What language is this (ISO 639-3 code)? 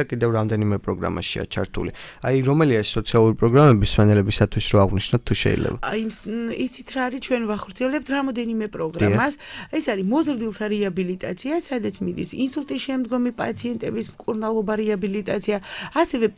kat